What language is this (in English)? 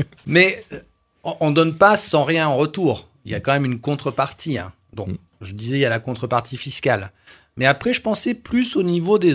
French